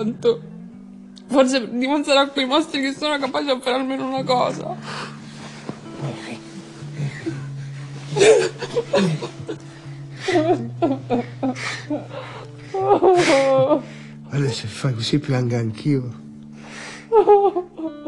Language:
Italian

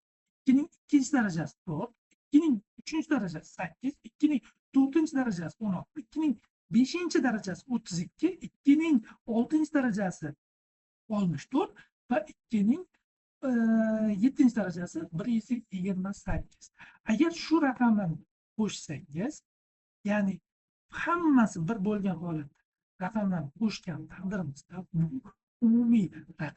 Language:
Uzbek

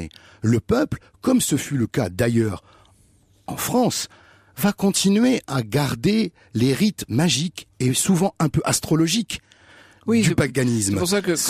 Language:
French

